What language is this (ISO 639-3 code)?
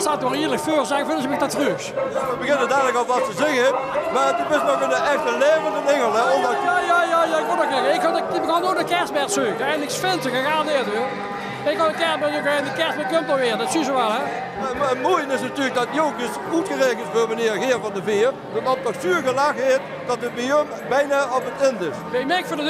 lim